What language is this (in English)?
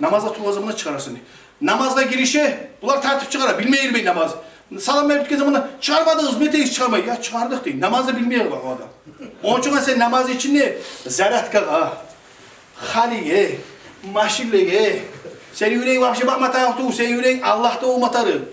Kumyk